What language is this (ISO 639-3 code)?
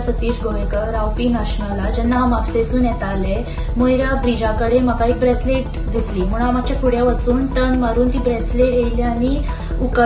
kok